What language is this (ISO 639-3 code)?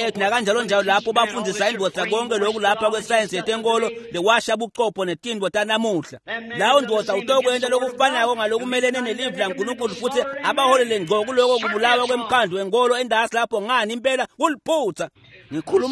ssw